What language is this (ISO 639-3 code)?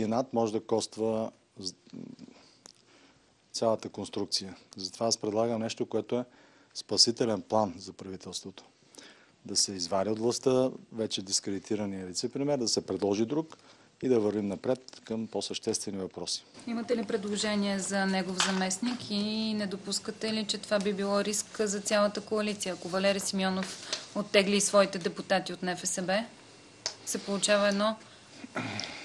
bul